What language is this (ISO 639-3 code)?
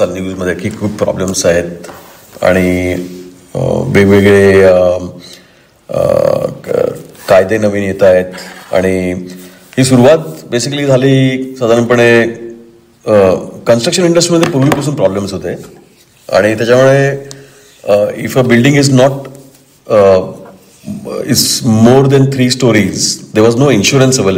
mar